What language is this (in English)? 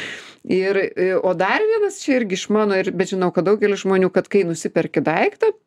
Lithuanian